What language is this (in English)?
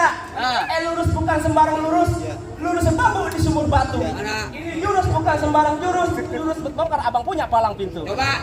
Betawi